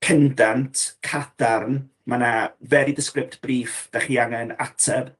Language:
Welsh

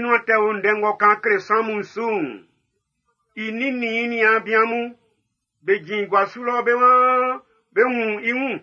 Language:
Baoulé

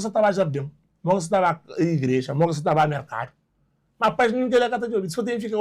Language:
Kabuverdianu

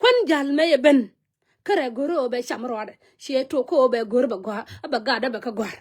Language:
Nuer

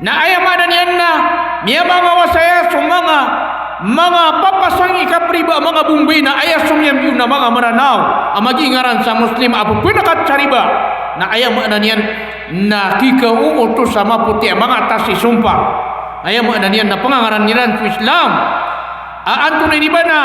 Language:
Maranao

